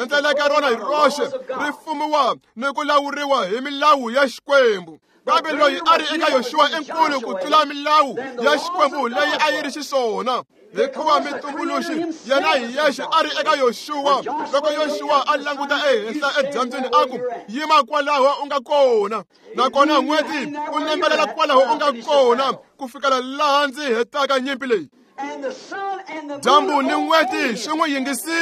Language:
Tsonga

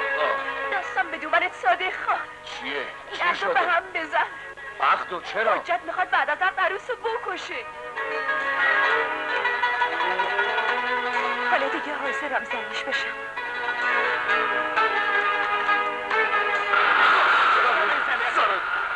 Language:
Persian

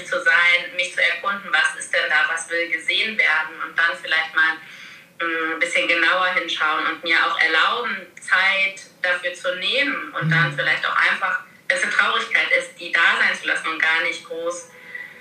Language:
German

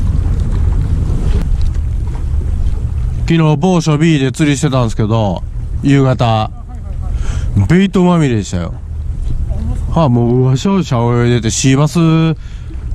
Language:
Japanese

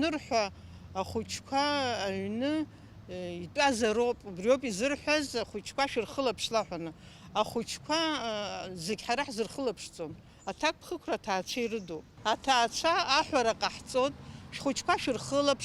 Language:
Abkhazian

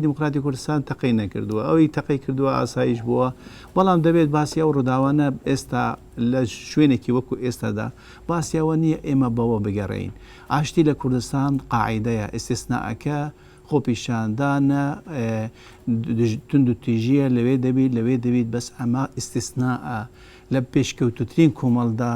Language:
Central Kurdish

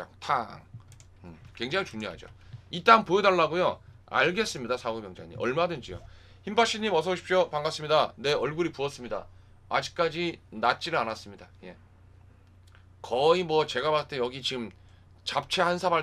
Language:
Korean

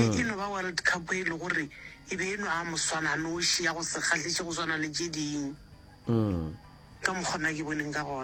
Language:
Northern Sotho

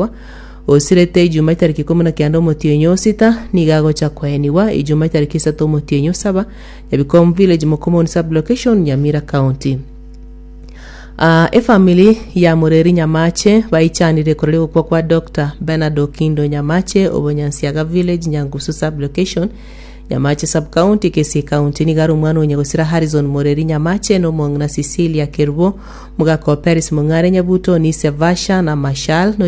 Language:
Gusii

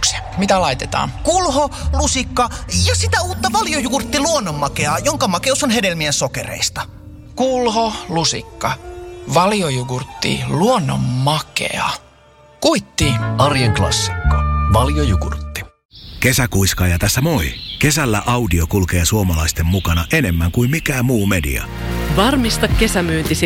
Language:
Finnish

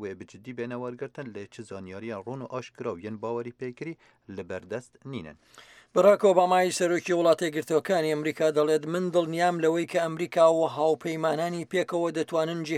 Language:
Central Kurdish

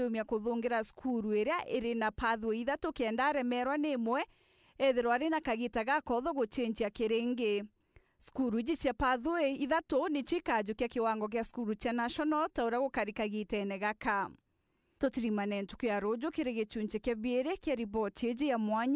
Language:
Meru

